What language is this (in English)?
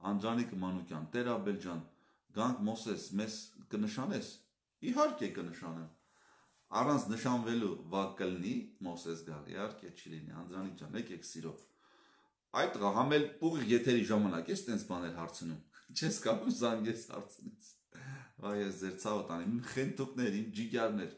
Armenian